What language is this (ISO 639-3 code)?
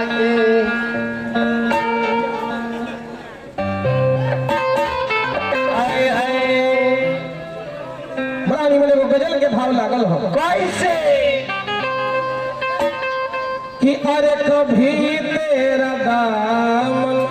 bho